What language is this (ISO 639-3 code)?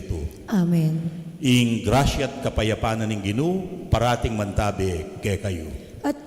pam